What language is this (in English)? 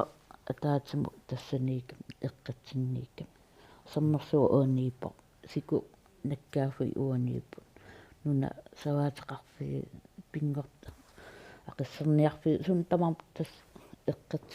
Kalaallisut